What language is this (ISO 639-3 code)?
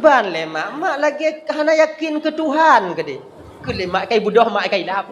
ace